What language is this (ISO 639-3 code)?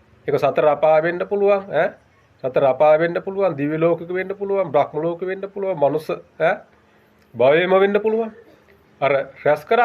sin